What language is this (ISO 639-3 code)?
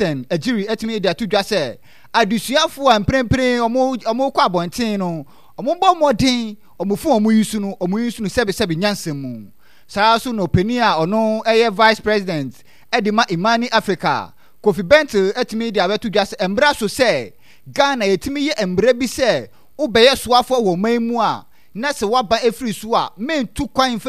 aka